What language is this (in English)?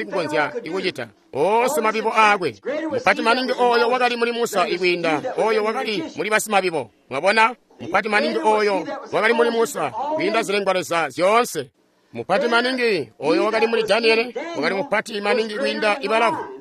Tonga (Zambia)